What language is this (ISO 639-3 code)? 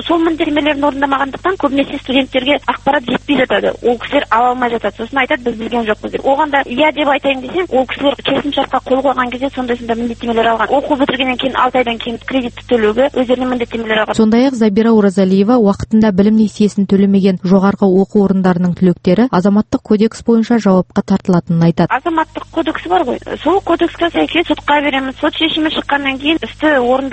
kaz